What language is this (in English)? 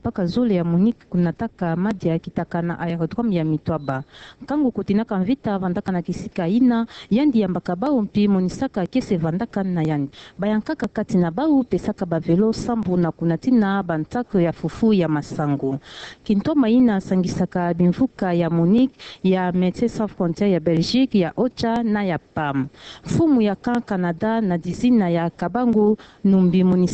Kituba (Democratic Republic of Congo)